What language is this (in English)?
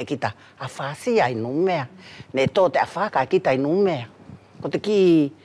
Wallisian